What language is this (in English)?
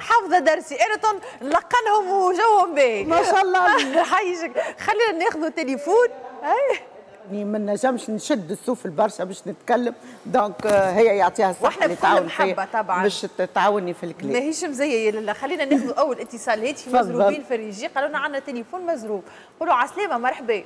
Tunisian Arabic